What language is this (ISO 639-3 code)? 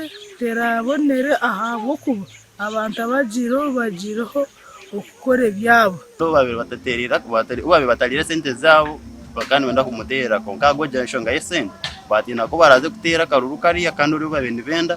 nyn